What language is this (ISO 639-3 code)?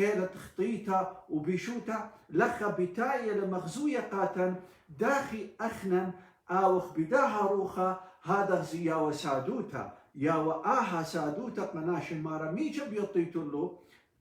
aii